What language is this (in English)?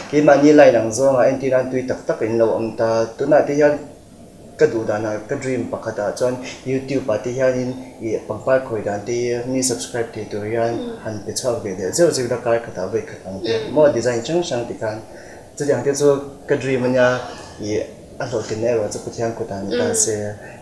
Mizo